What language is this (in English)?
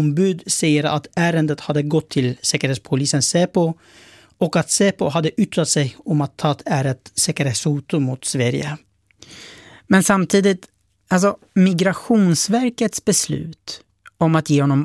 Swedish